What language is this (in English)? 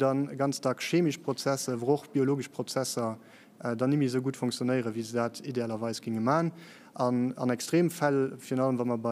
Luxembourgish